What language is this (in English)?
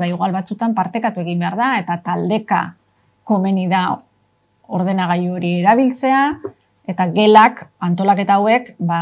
Basque